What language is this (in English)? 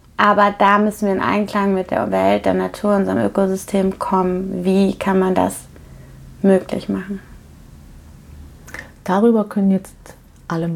German